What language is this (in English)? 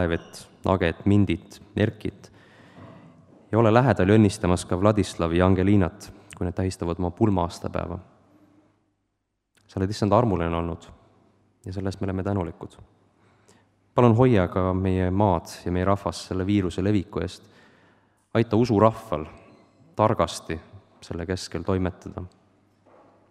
Estonian